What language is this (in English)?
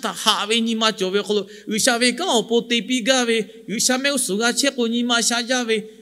Lahu